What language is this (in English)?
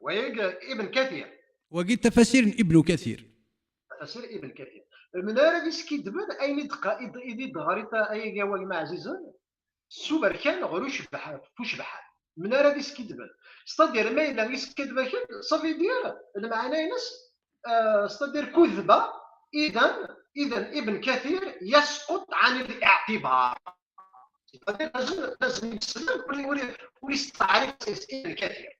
Kabyle